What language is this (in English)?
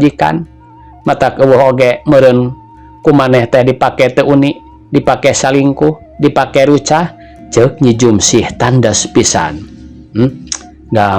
Sundanese